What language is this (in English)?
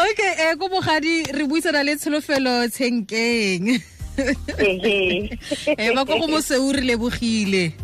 Tswana